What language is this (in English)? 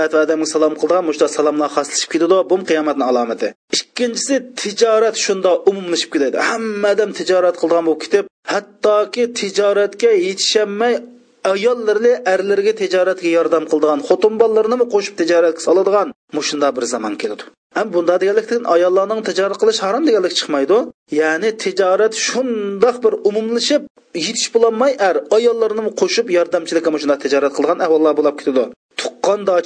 Uyghur